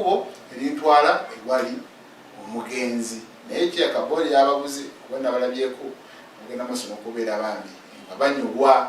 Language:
Ganda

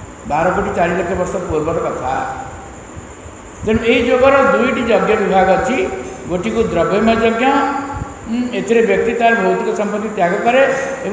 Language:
Odia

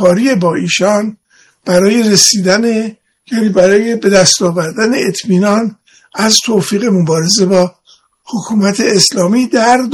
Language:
Persian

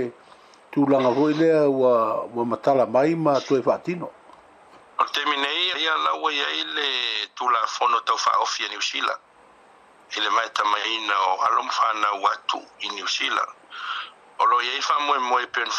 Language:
Samoan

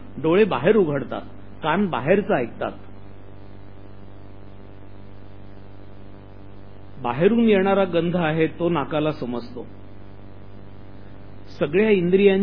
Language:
Marathi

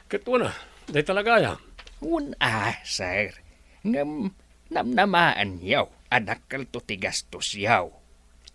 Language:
Iloko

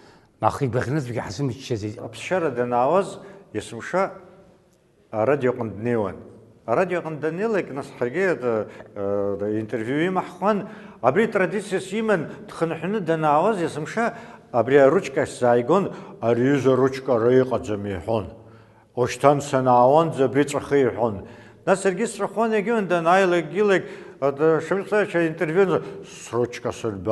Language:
Abkhazian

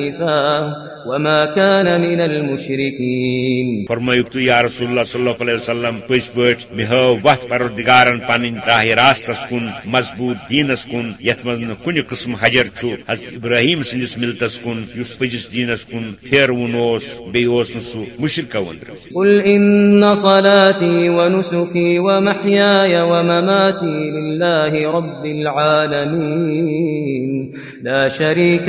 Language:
Kashmiri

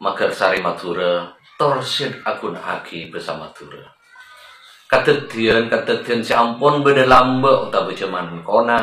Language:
Madurese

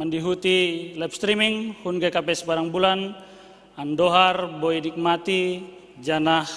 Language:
Batak Simalungun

